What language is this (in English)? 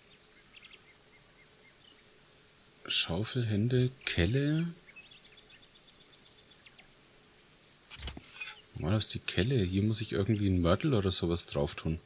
German